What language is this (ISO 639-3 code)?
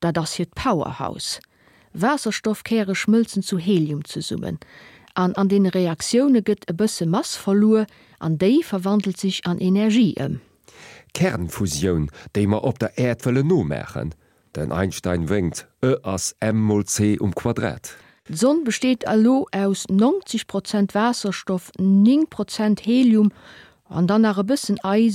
ltz